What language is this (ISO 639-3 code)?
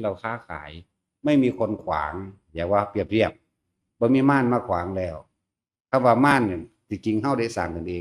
tts